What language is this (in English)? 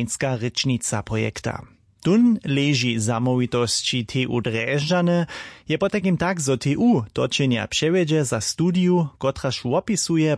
Upper Sorbian